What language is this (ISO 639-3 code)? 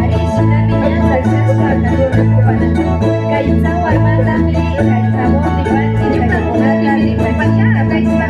qvi